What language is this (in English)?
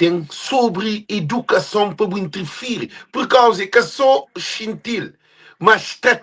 Kabuverdianu